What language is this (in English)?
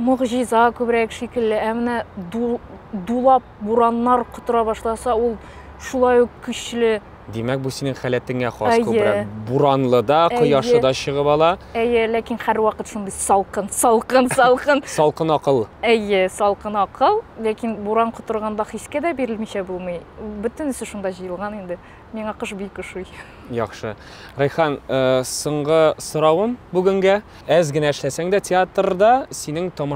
Tatar